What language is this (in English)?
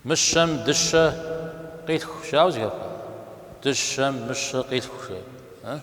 Kabardian